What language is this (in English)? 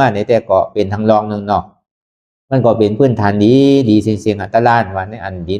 Shan